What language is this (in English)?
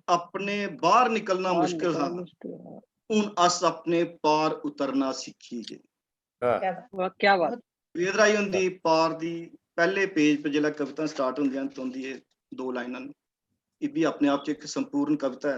Dogri